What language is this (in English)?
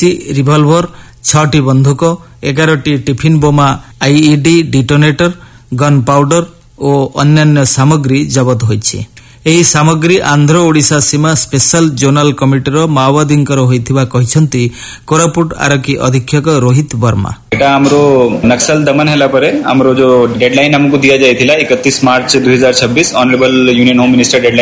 Odia